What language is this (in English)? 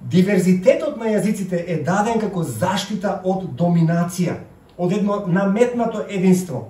Macedonian